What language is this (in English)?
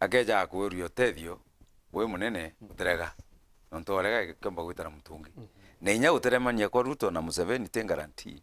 Meru